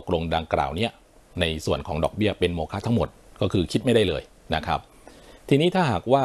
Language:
Thai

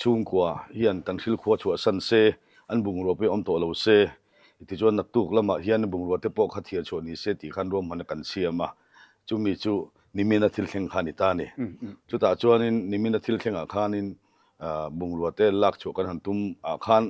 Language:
Mizo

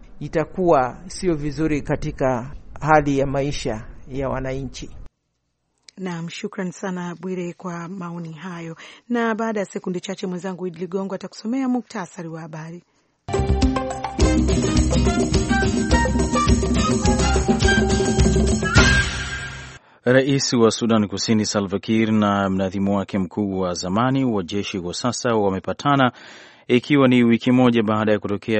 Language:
Swahili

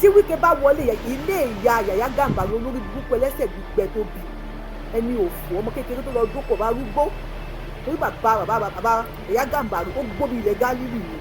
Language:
Yoruba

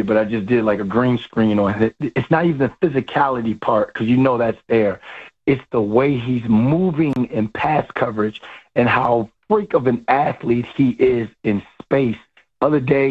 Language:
English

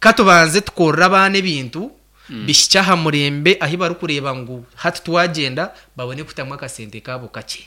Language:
Nyankole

